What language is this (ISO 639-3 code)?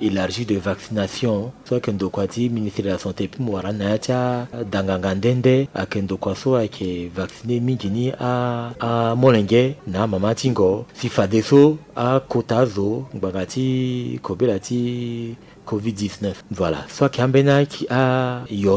sag